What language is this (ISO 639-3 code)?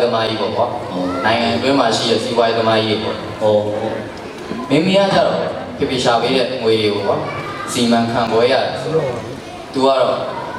mya